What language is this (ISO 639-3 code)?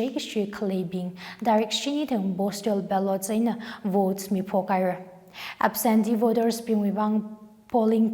nmf